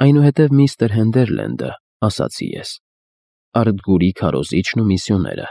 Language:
Armenian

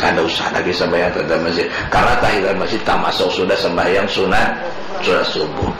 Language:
Banjar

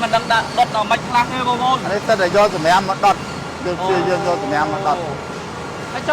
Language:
Khmer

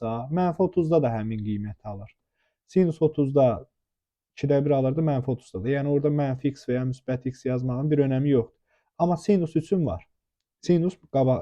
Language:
Azerbaijani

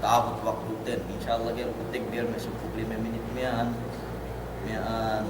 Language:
Yakan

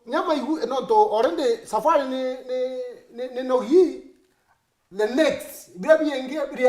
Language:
Meru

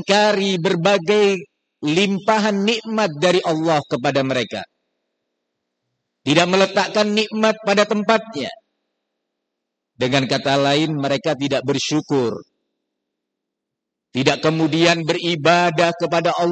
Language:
Indonesian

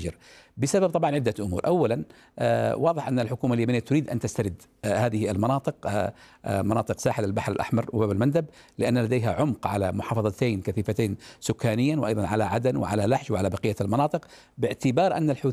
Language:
Arabic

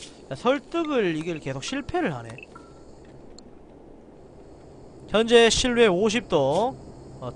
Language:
Korean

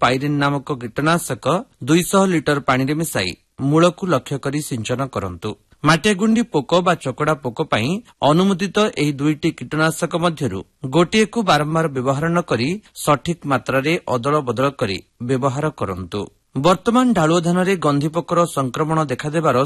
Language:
Odia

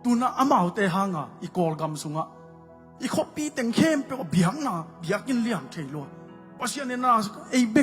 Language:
Tedim Chin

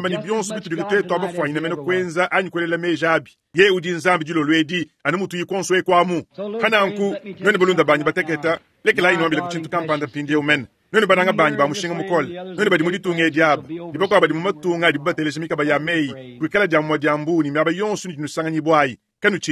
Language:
Luba-Lulua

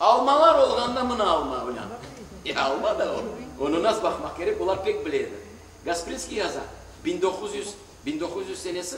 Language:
Crimean Tatar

